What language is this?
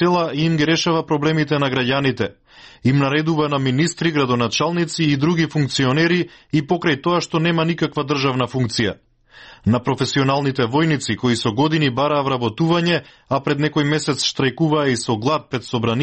Macedonian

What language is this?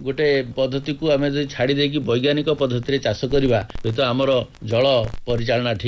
Odia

